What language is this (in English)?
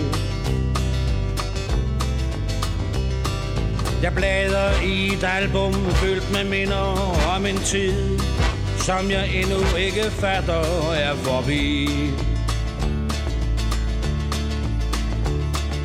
Danish